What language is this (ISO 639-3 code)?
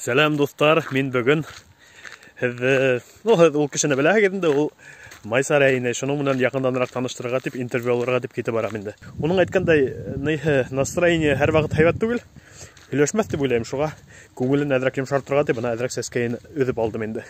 bak